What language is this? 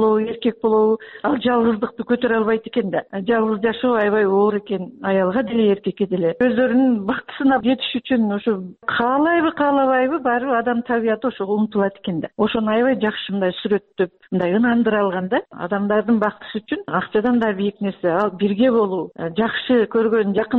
Kyrgyz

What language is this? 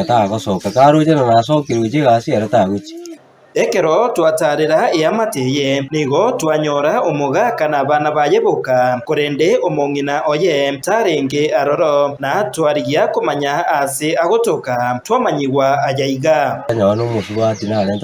Gusii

